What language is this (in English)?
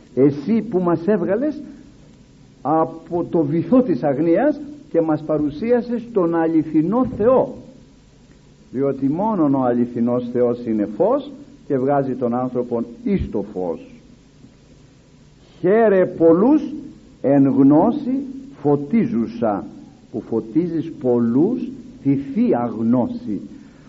Greek